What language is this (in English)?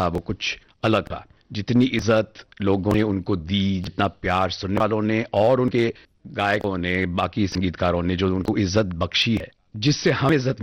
Hindi